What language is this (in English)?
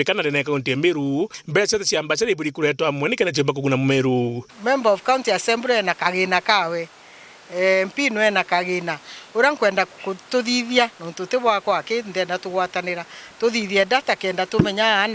Meru